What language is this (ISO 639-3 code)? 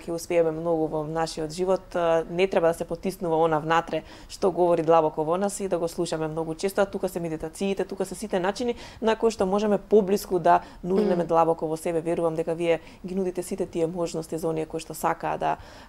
mkd